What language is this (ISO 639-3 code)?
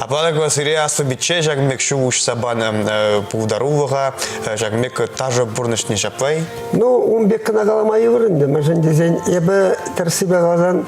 chv